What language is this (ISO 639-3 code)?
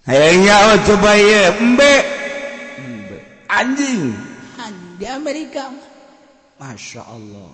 sun